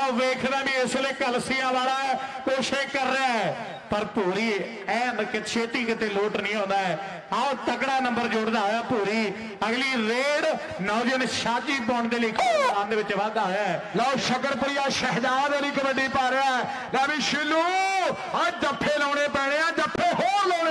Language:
Punjabi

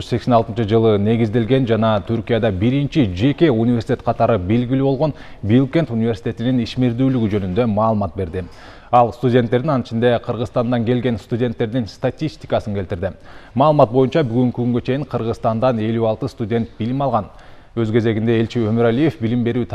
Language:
Kyrgyz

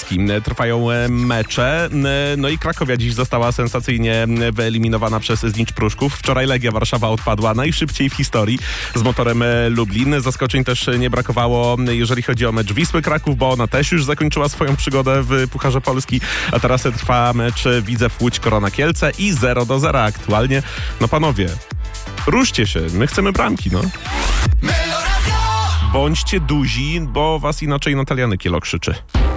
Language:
Polish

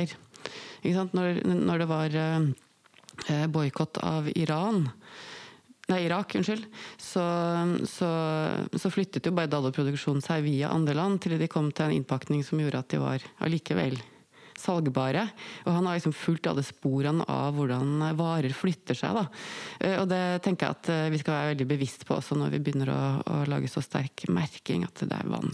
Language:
Norwegian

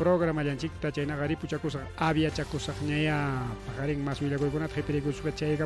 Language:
Ayacucho Quechua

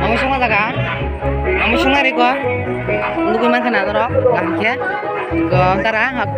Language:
Kok Borok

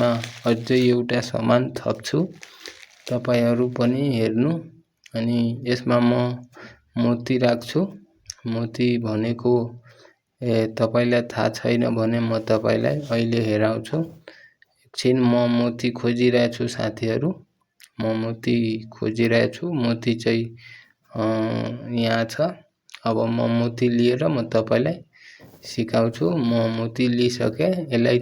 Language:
Nepali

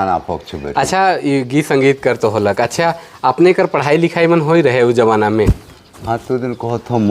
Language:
Sadri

